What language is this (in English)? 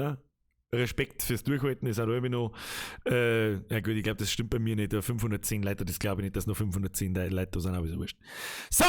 Bavarian